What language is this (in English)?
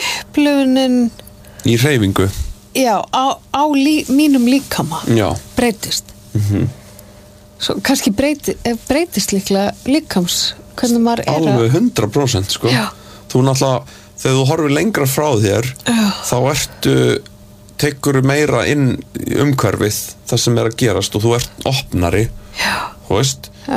Icelandic